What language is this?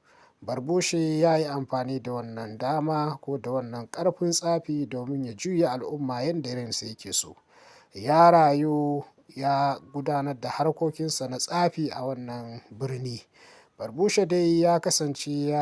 Hausa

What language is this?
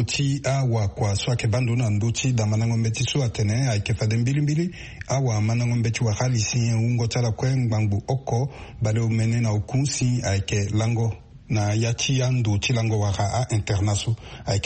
Sango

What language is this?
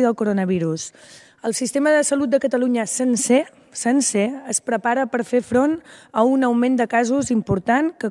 Catalan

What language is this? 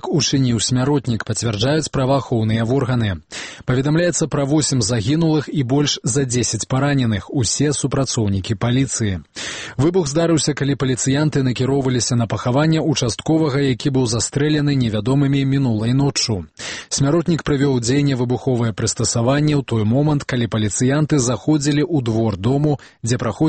Belarusian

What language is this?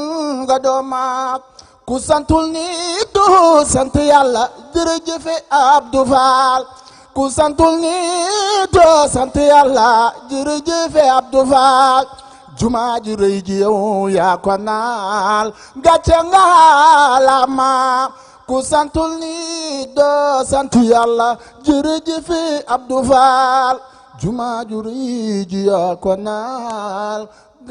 Wolof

